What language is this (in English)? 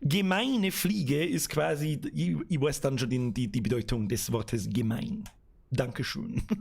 Bavarian